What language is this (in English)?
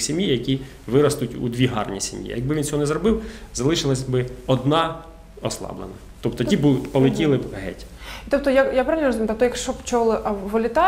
Ukrainian